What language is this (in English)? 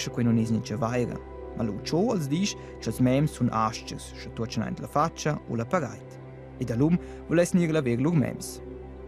Romansh